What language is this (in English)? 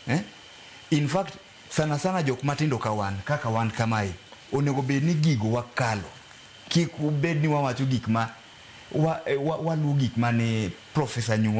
Luo (Kenya and Tanzania)